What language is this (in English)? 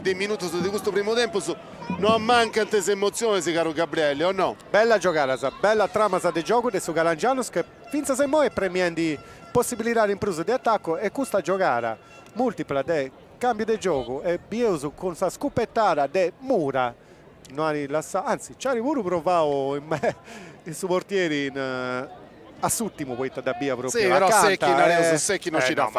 Sardinian